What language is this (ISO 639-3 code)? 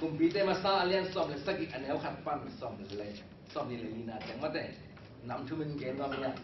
ctd